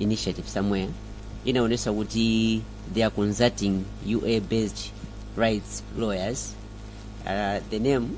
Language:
Nyanja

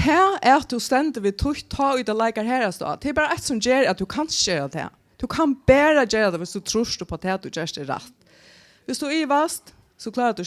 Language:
Faroese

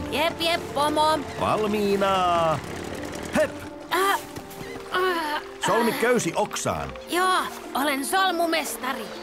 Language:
Finnish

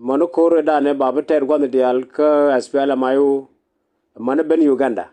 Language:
Nuer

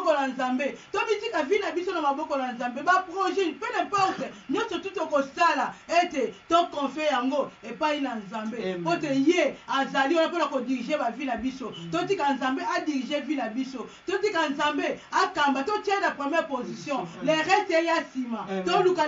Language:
Lingala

